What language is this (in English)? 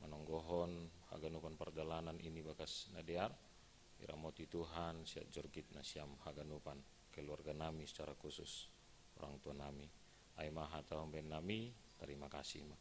Batak Simalungun